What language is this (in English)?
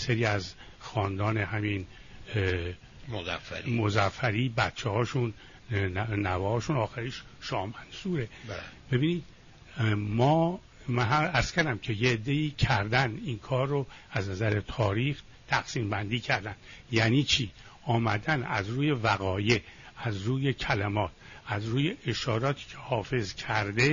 Persian